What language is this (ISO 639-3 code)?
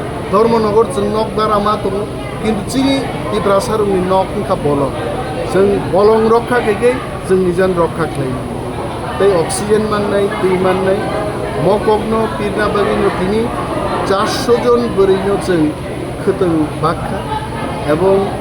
trp